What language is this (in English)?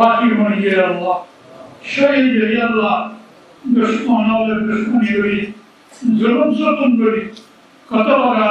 Rohingya